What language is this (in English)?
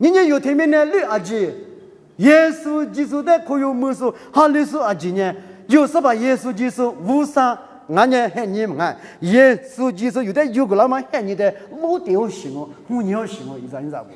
Lisu